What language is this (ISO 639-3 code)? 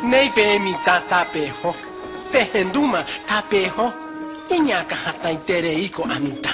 grn